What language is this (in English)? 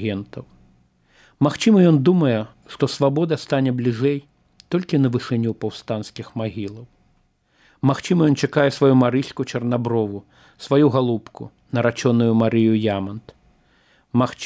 Belarusian